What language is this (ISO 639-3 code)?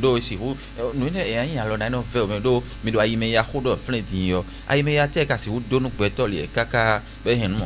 fon